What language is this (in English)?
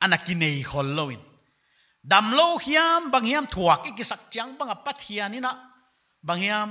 Paite Chin